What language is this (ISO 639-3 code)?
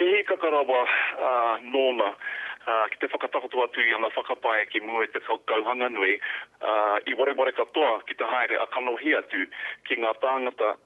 mri